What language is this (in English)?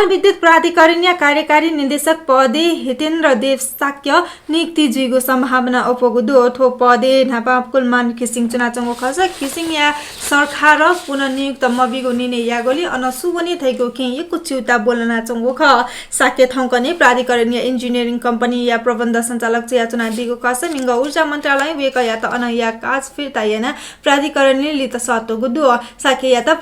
Newari